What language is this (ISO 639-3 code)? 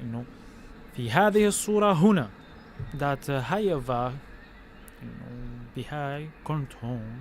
apc